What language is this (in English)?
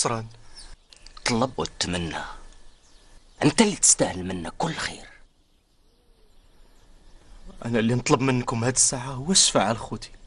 Moroccan Arabic